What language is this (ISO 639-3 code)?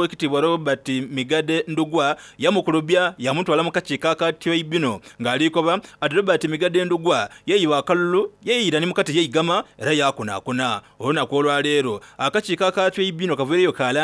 xog